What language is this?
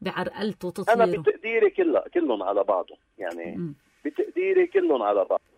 North Levantine Arabic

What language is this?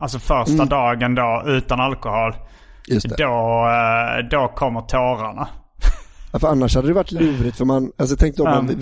Swedish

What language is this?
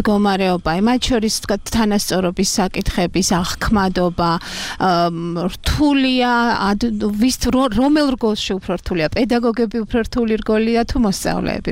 Georgian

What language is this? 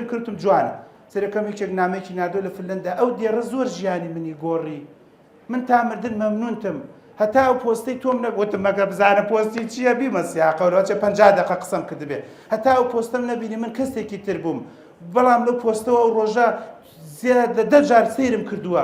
Central Kurdish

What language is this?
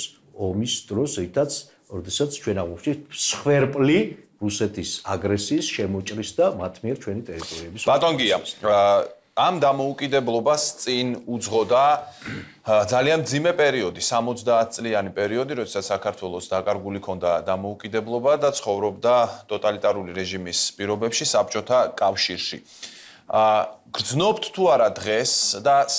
Georgian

